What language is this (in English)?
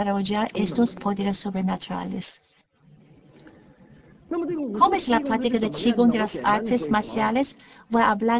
Spanish